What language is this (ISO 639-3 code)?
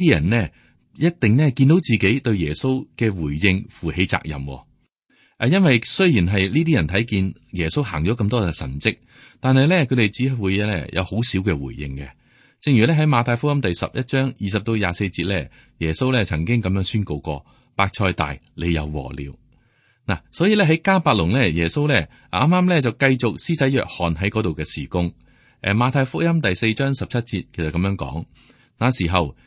yue